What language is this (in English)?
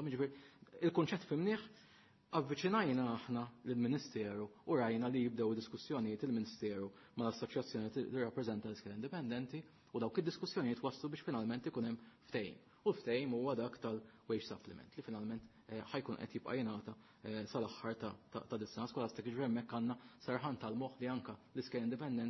Maltese